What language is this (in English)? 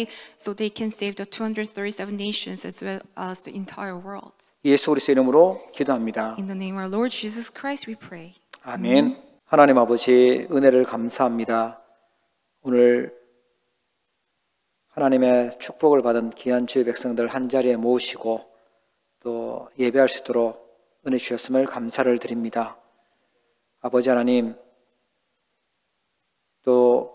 Korean